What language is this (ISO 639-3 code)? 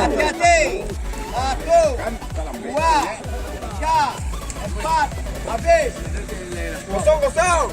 min